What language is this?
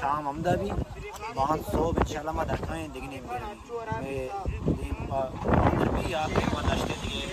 Baluchi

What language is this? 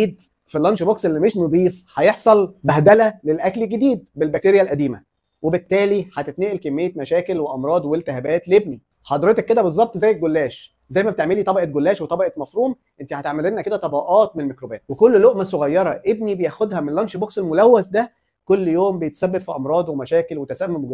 Egyptian Arabic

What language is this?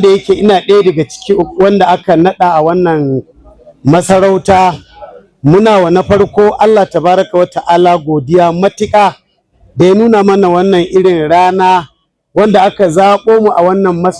Hausa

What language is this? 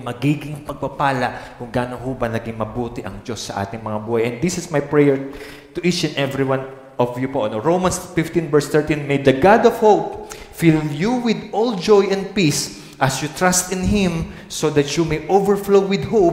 Filipino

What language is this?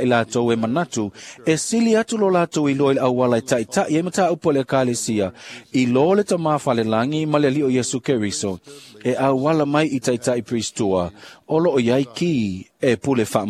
Samoan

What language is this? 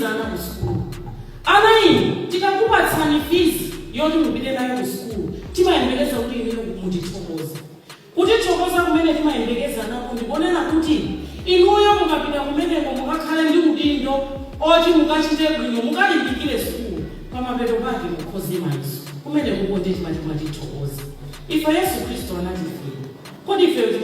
Nyanja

